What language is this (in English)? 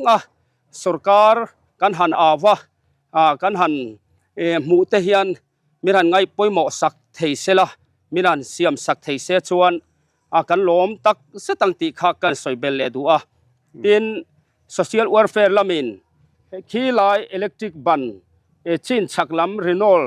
Mizo